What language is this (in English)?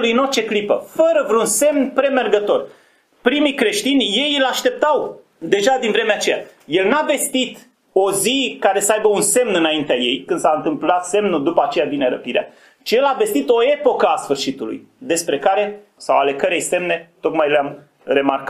Romanian